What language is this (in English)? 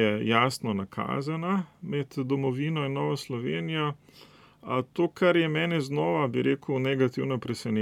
Slovenian